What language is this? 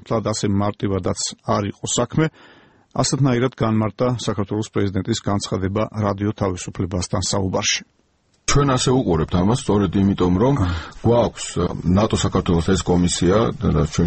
Georgian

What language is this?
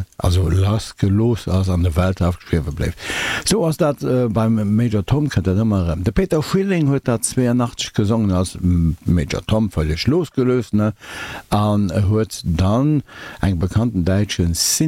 Luxembourgish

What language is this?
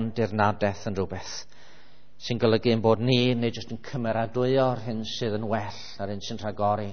Welsh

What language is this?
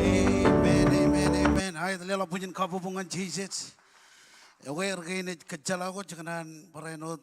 Marshallese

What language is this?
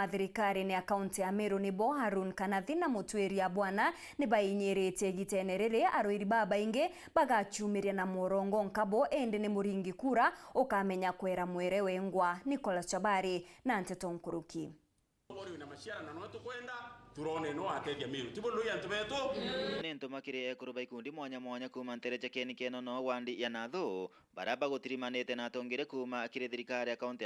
Meru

